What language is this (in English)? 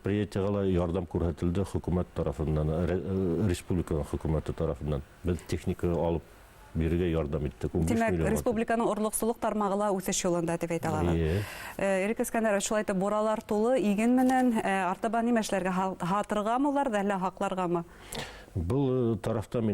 Bashkir